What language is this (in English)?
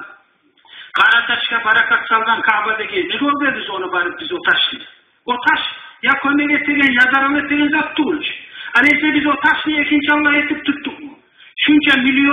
Kumyk